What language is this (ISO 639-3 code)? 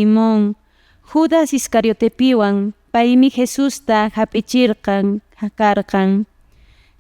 que